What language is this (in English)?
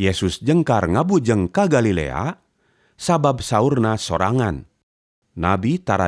Sundanese